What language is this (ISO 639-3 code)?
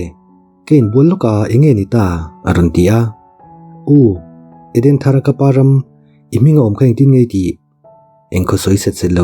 lus